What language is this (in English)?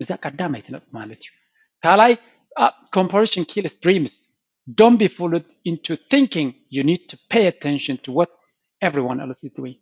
Tigrinya